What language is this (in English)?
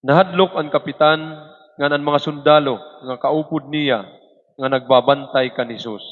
Waray